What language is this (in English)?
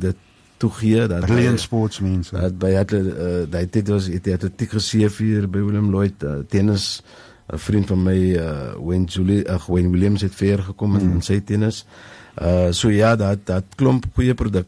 Afrikaans